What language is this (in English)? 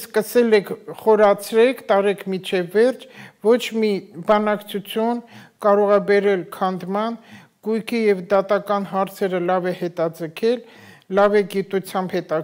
Armenian